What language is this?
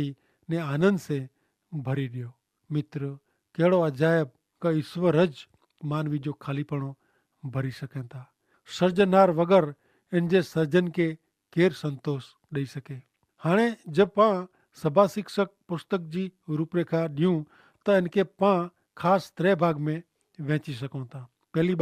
Kachhi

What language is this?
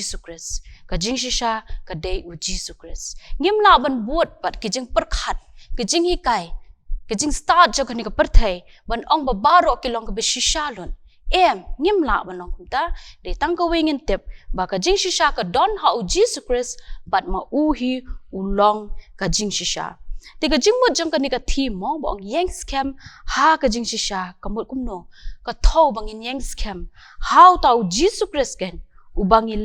Khasi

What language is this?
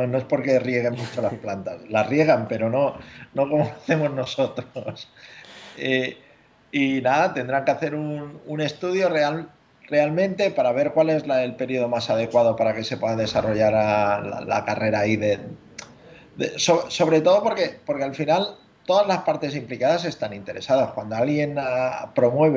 Spanish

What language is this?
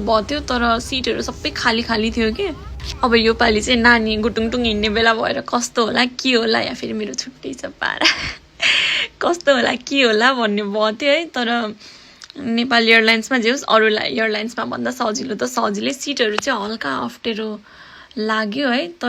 Nepali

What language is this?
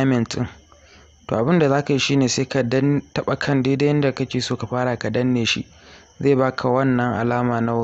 Hausa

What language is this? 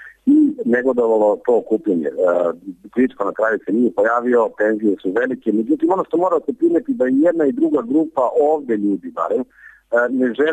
Serbian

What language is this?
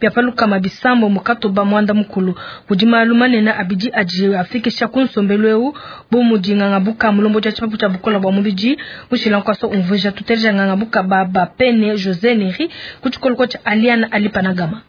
Luba-Lulua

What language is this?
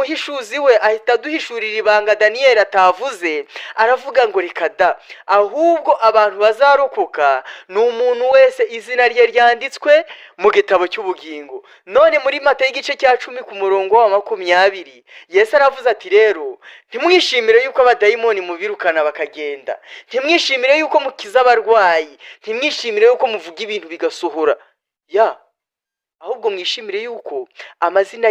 Kinyarwanda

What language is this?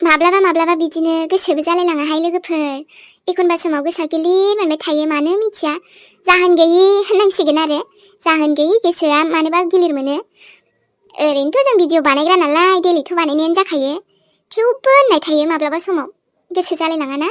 Bodo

